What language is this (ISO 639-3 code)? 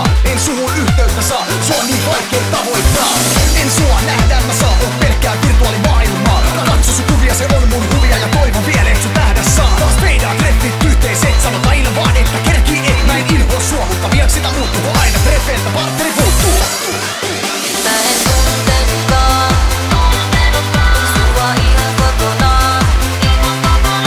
fin